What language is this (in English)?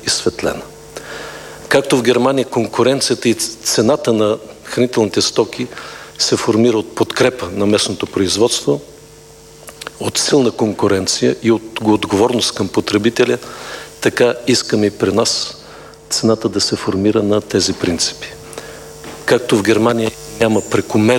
Bulgarian